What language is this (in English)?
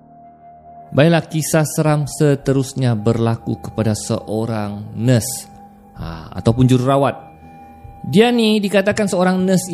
Malay